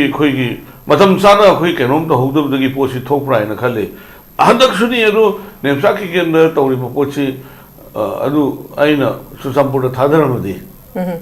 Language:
Manipuri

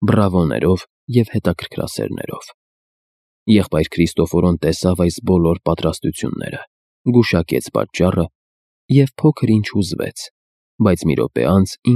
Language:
Armenian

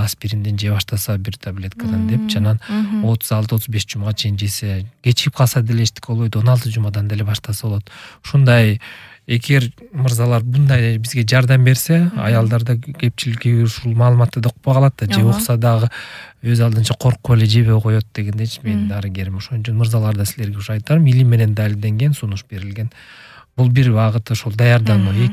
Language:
Kyrgyz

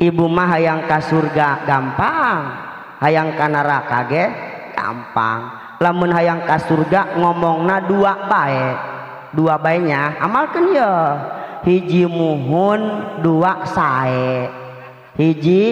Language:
Sundanese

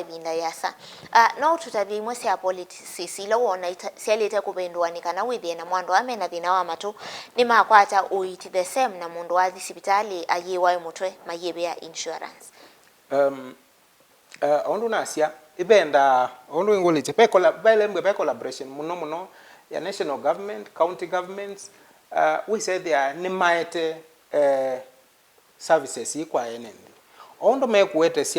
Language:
Kamba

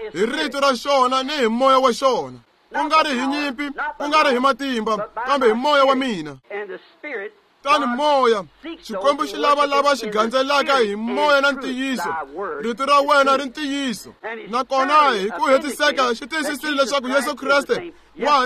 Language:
Tsonga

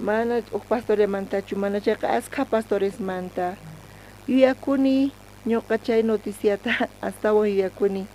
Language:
South Bolivian Quechua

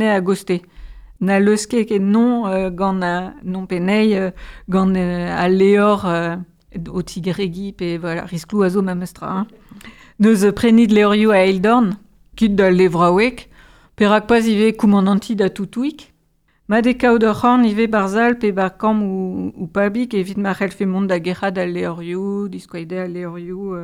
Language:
Breton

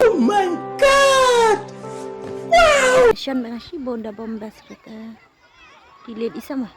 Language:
Khasi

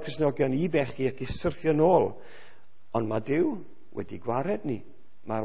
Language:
Welsh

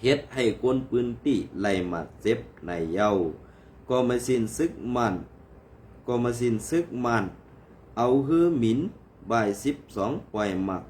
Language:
Shan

